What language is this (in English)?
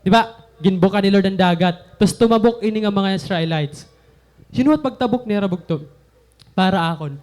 Waray